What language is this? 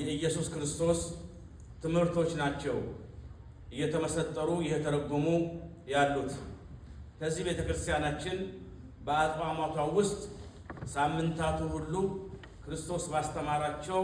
Amharic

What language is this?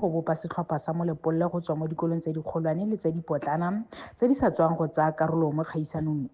Tswana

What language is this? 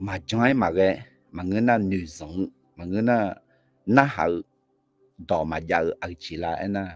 Akha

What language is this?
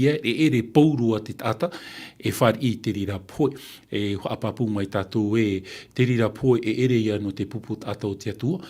Tahitian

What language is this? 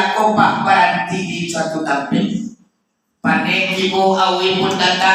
Minangkabau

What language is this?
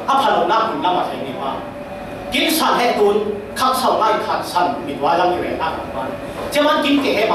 Falam Chin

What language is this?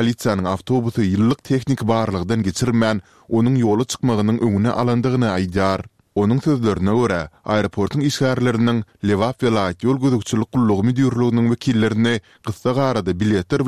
Turkmen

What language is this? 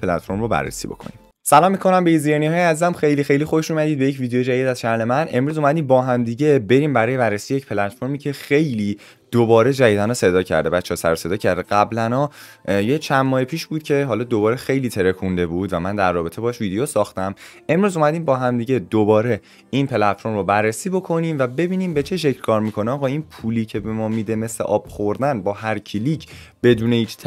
Persian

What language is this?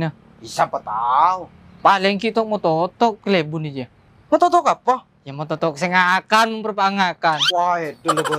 Madurese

